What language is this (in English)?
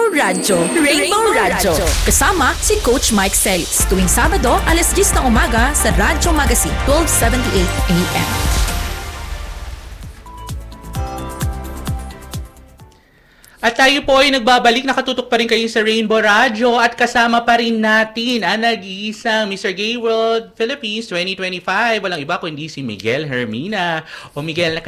Filipino